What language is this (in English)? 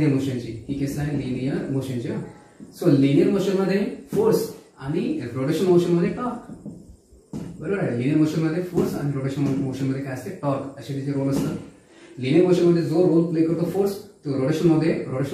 Marathi